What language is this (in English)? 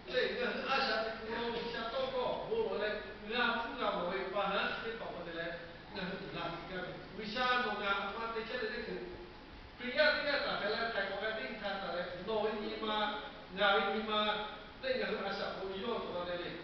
Lahu